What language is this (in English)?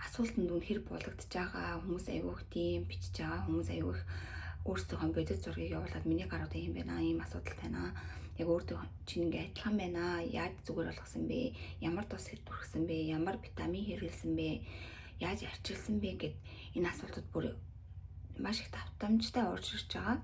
Mongolian